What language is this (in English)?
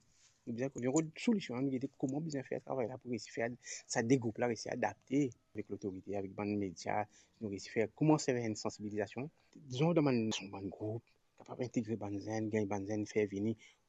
Morisyen